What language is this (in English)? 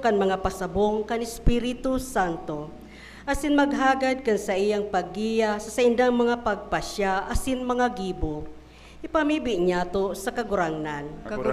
Bikol